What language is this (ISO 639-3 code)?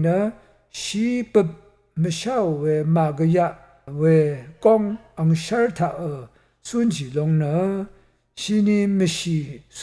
raw